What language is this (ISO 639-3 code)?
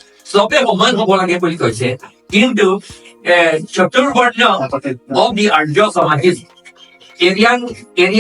mjw